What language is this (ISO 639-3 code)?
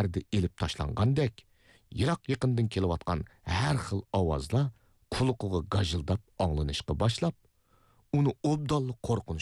uig